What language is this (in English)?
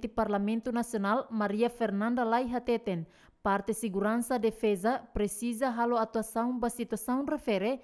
Tetum